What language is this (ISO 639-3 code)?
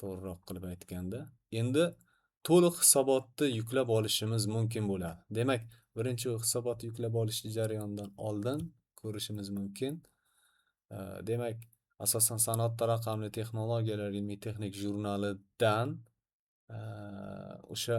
uzb